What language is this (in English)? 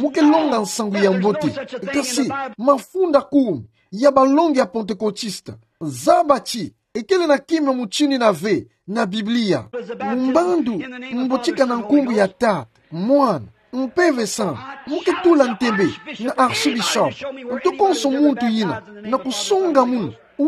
Kituba (Democratic Republic of Congo)